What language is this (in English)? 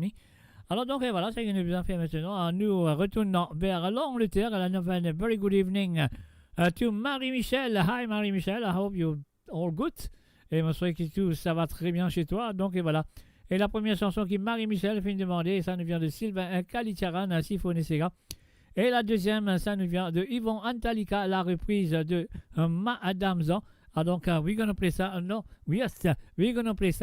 Morisyen